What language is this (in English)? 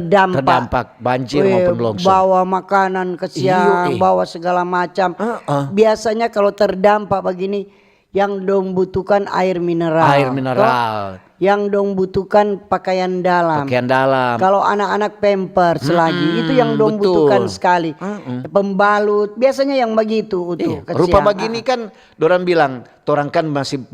Manado Malay